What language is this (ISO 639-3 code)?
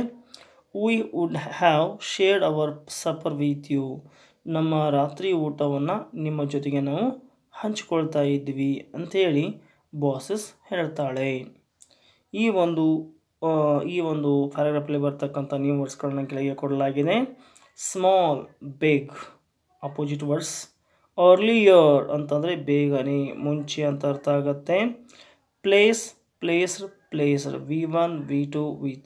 kan